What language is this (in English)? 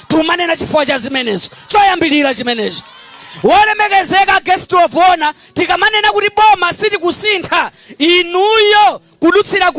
Nyanja